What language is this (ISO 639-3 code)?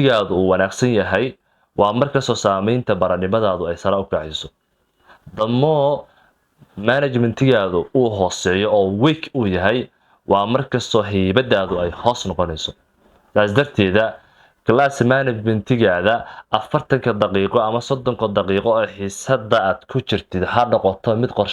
som